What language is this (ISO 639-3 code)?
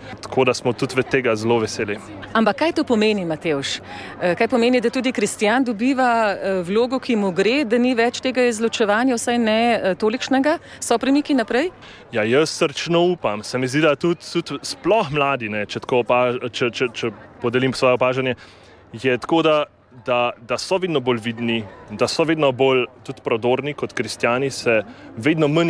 slv